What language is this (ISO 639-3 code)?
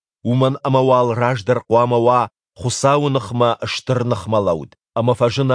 oss